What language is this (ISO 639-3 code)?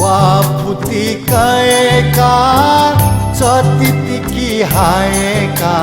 new